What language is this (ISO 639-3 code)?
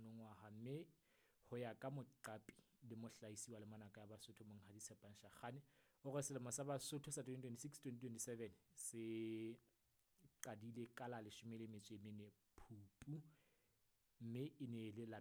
sot